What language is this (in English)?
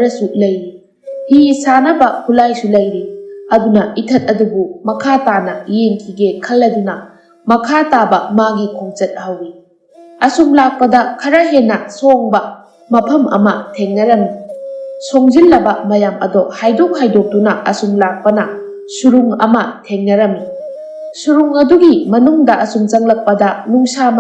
Manipuri